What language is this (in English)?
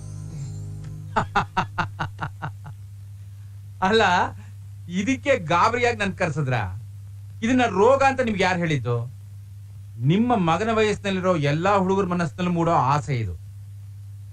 Kannada